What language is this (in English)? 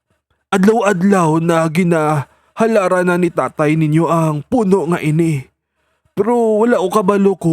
Hiligaynon